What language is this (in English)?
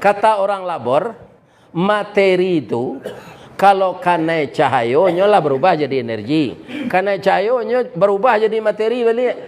Minangkabau